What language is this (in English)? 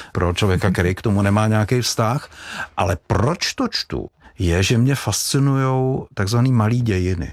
Czech